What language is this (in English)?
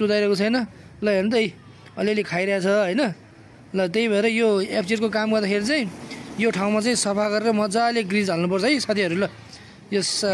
Nepali